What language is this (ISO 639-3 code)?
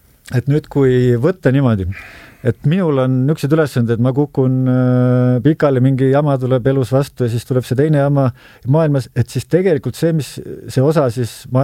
est